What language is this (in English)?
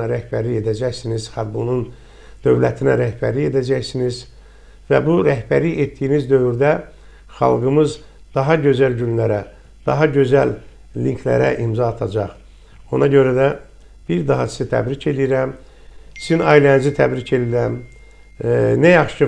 Azerbaijani